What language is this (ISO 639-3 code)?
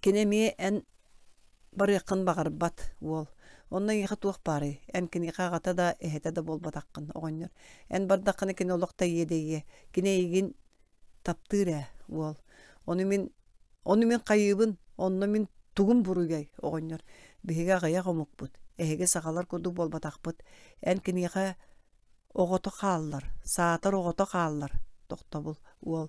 sah